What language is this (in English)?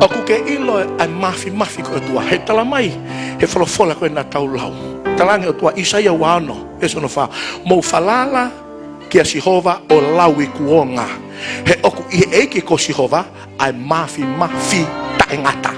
Tongan